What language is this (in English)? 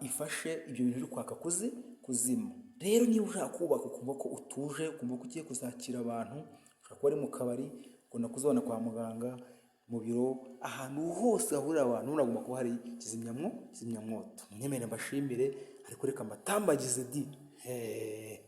Kinyarwanda